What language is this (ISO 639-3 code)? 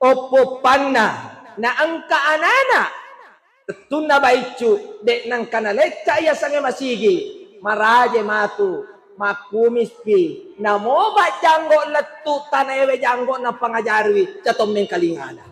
bug